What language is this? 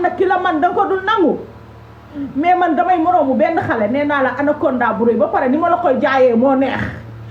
Wolof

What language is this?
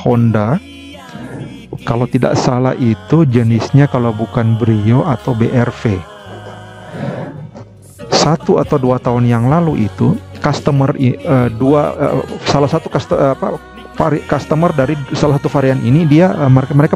Indonesian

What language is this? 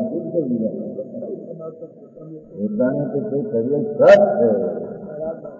Gujarati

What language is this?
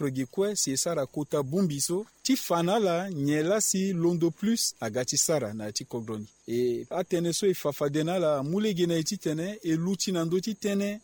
Sango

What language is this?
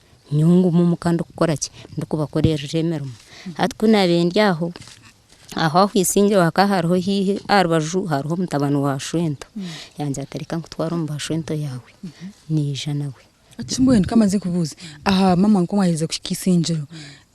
Nyankole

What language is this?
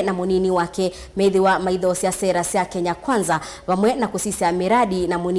Kamba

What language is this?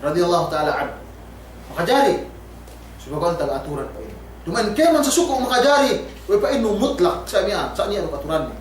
Yakan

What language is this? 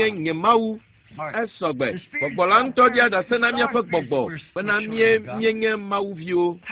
Ewe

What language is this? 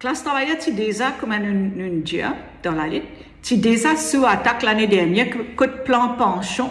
Morisyen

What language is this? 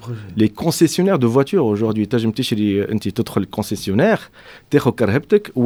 Tunisian Arabic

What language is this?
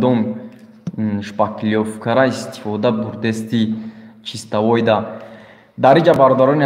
Tajik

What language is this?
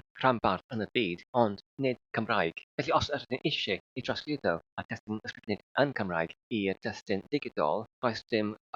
Welsh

